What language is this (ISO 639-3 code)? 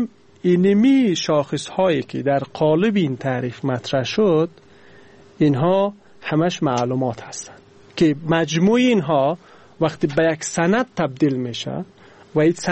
fas